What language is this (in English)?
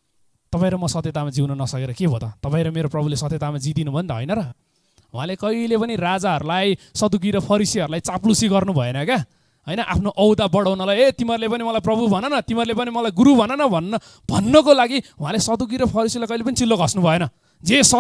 Nepali